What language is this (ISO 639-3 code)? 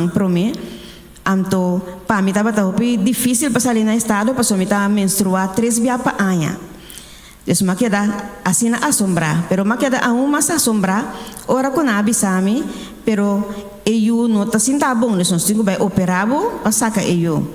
pap